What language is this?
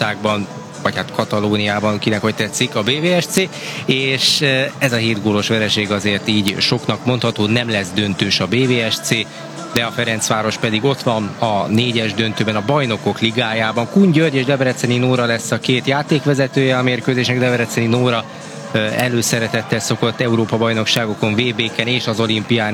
Hungarian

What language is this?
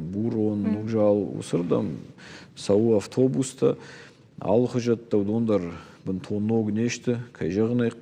Ossetic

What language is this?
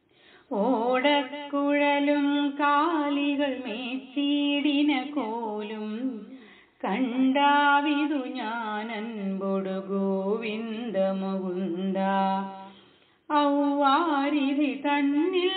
Malayalam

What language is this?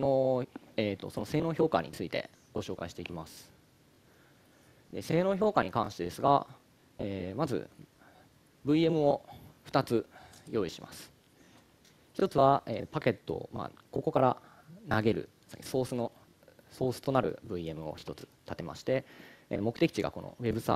Japanese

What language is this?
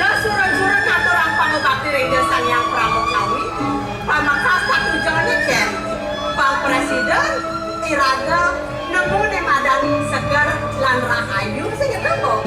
Balinese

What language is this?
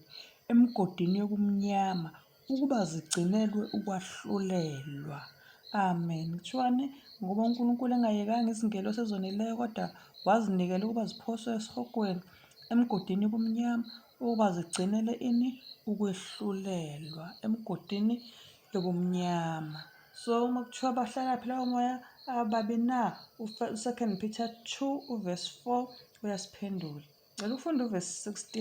Zulu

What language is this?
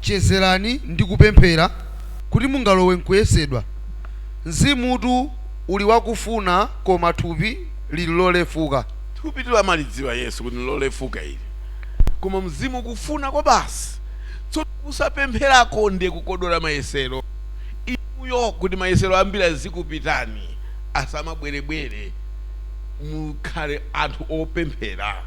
Nyanja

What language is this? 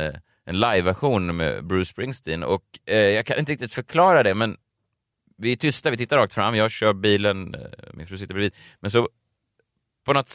Swedish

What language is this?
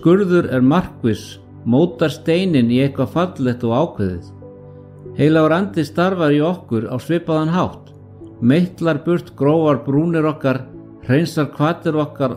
Icelandic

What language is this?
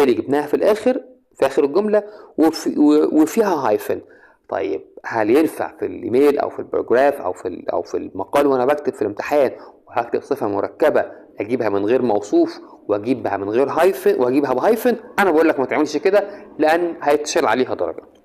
Egyptian Arabic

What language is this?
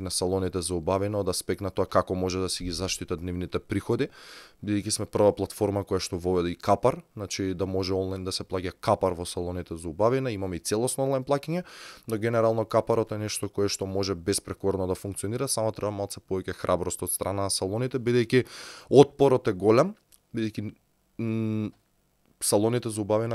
Macedonian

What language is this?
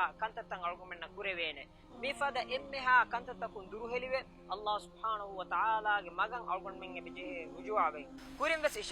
Divehi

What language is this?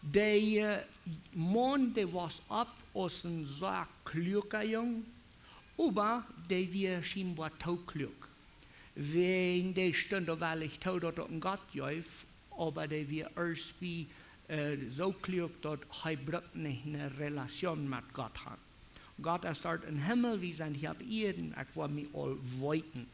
Plautdietsch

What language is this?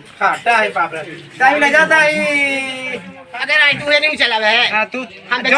Magahi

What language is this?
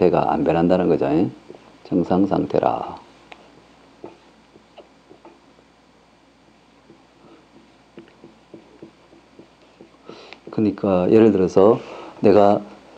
Korean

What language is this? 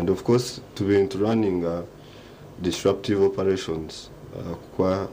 Nyankole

